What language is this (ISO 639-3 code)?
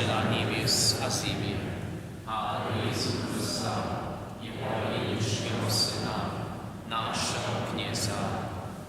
hsb